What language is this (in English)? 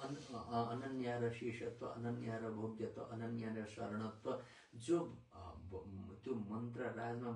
Nepali